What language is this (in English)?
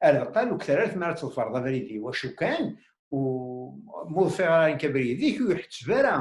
Kabyle